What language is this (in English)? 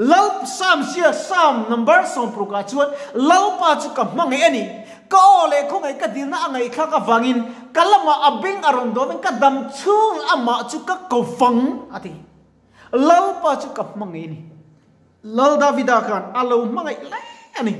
Mizo